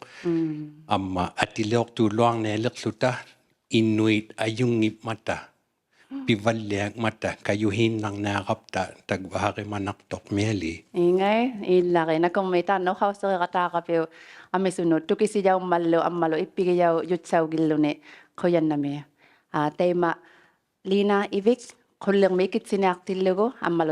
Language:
Inuktitut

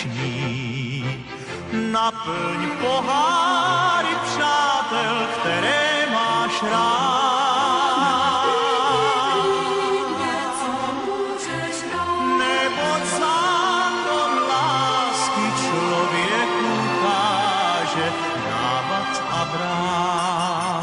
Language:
Czech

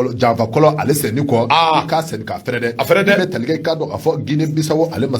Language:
Bambara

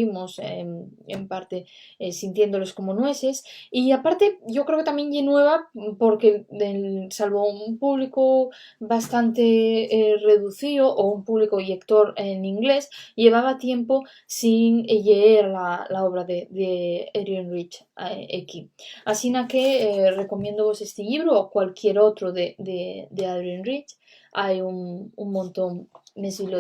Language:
Asturian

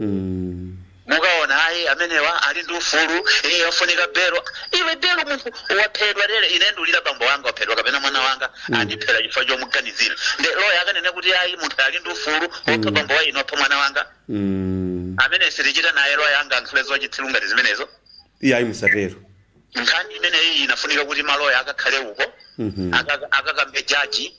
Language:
Nyanja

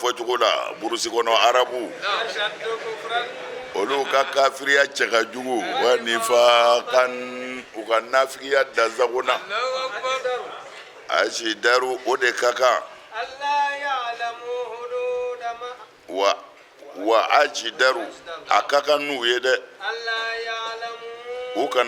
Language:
Bambara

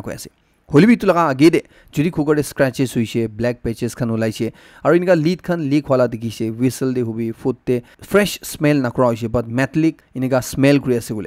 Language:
Naga Pidgin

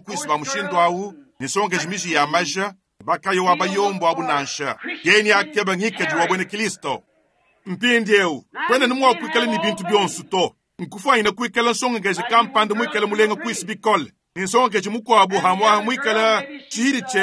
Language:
Luba-Lulua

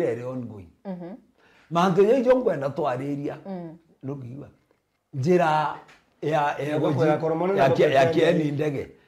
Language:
Meru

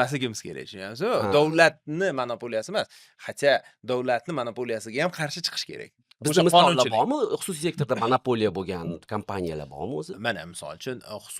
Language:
Uzbek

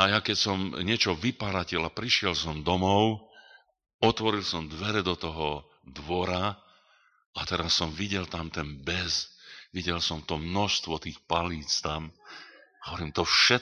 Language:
Slovak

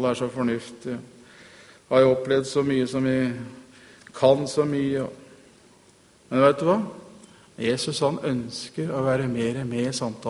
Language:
Norwegian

